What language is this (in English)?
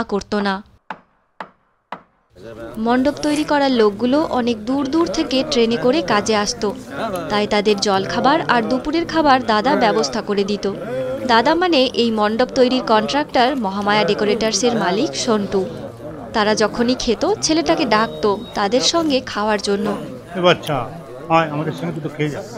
Bangla